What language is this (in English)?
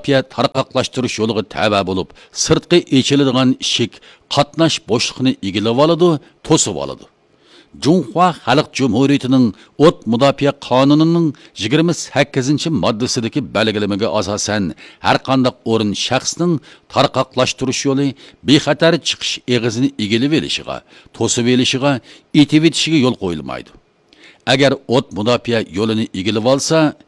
Uyghur